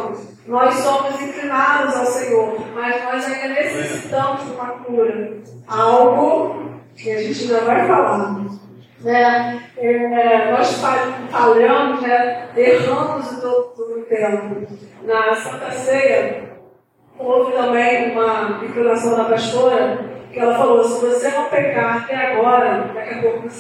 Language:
Portuguese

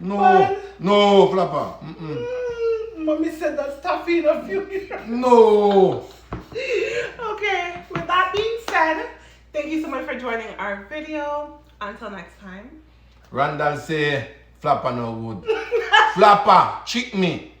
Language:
Jamaican Creole English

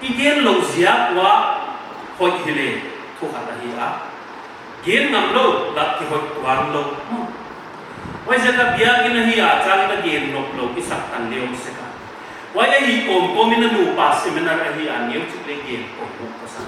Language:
Paite Chin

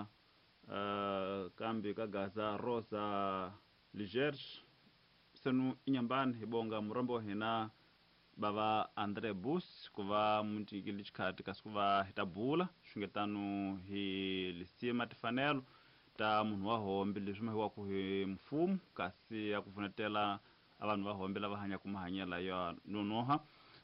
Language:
Tsonga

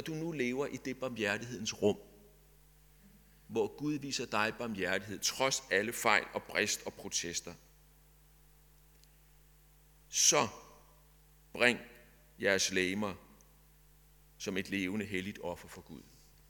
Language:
Danish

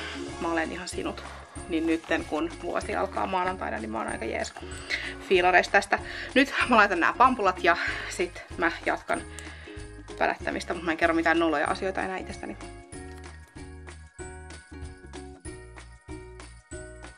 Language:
Finnish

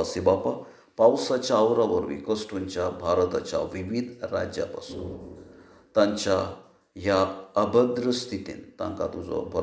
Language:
Konkani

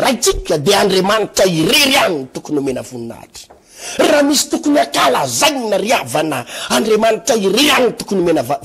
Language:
Malagasy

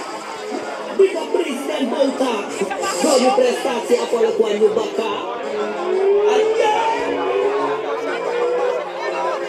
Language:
Dutch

